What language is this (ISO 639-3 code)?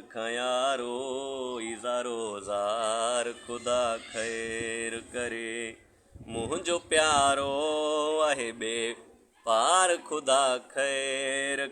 snd